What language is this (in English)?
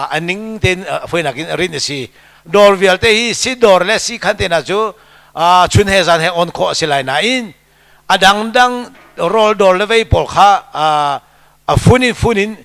Hakha Chin